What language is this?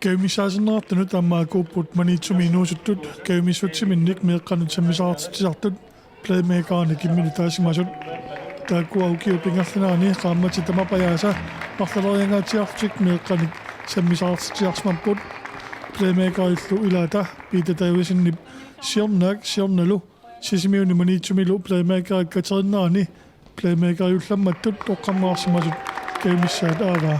Kalaallisut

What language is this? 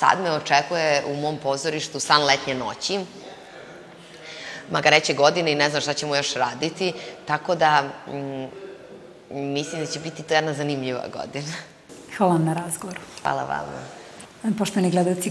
Serbian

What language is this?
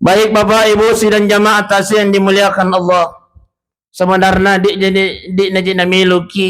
Buginese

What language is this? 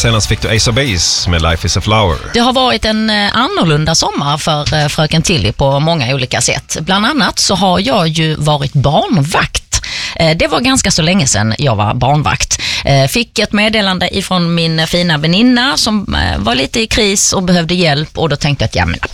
Swedish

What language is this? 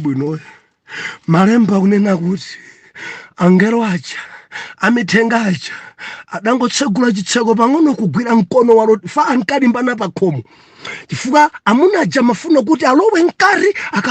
Nyanja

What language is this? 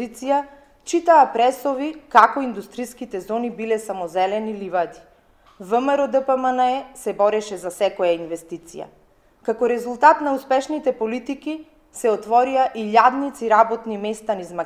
Macedonian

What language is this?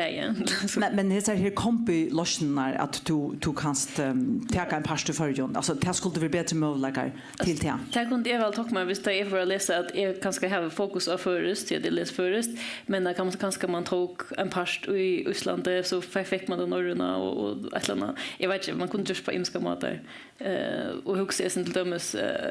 Faroese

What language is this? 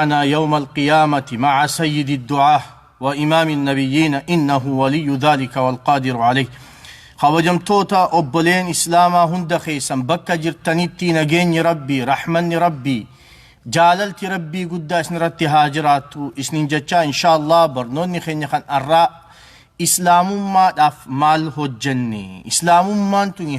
Oromo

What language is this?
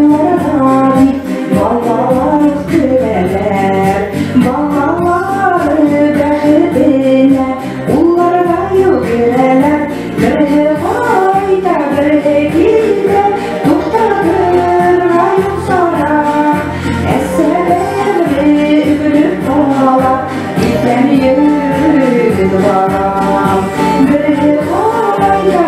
Bashkir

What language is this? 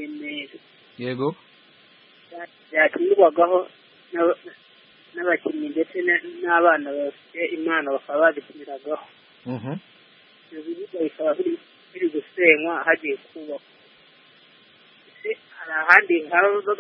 Kinyarwanda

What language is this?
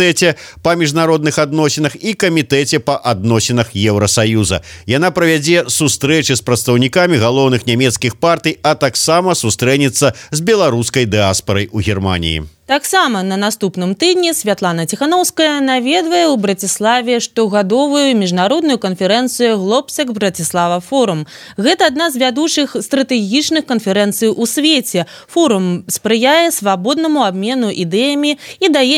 Belarusian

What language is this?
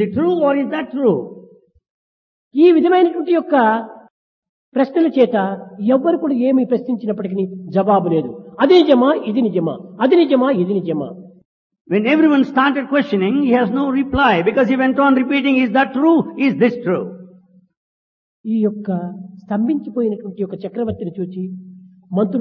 Telugu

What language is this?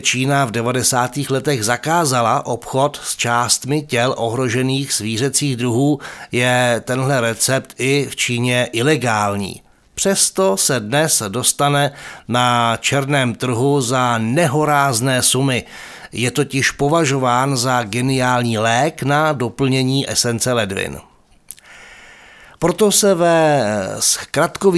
Czech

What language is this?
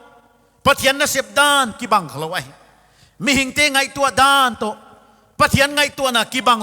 Paite Chin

